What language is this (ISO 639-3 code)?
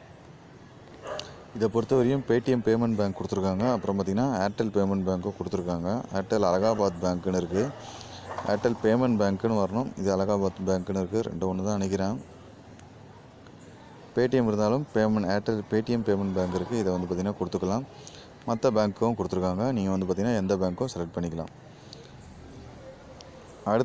tam